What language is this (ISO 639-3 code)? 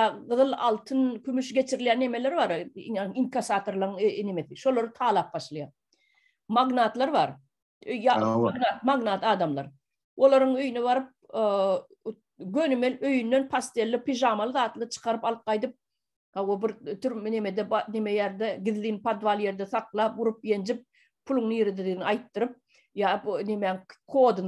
tuk